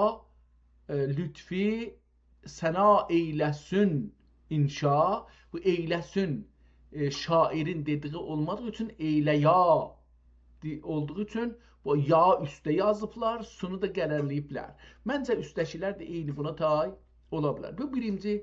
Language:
South Azerbaijani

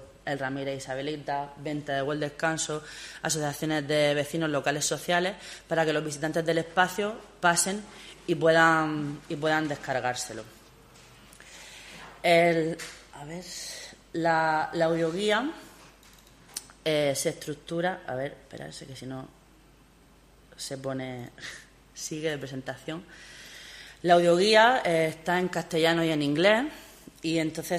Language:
Spanish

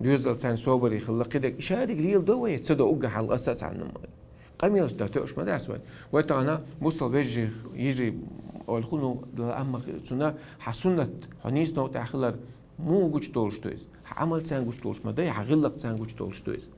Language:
Chechen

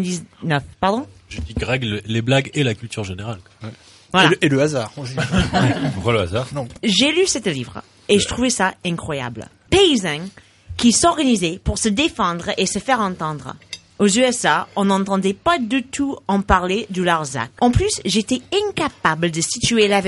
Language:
French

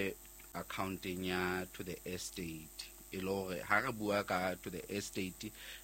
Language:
Southern Sotho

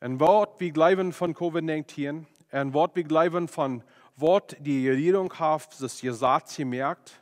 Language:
Plautdietsch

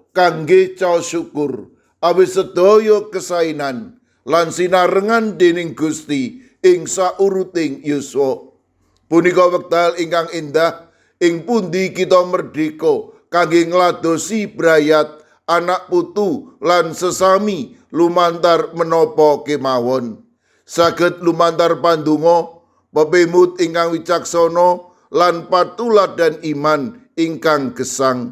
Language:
Javanese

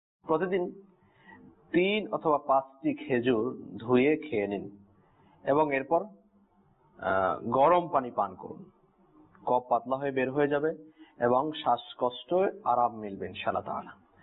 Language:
Bangla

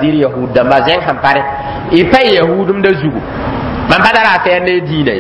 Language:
Mossi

